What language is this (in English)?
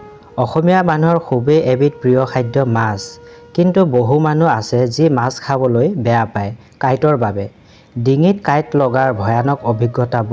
Assamese